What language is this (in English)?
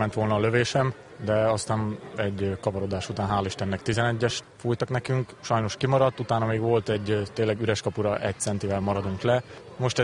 Hungarian